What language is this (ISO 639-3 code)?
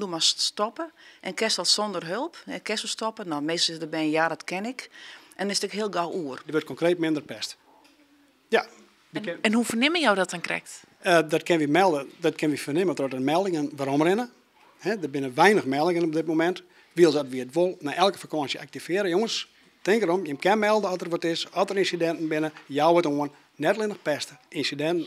fry